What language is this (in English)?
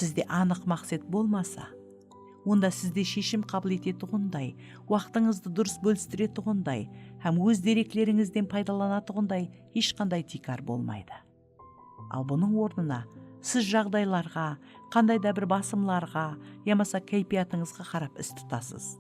Kara-Kalpak